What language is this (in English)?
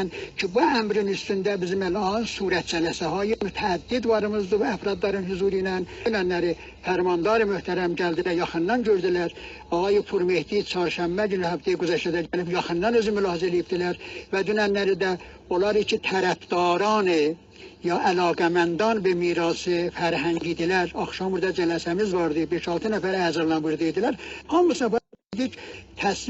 South Azerbaijani